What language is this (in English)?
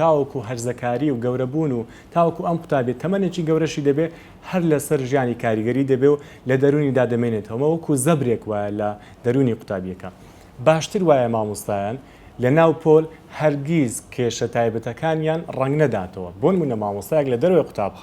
Central Kurdish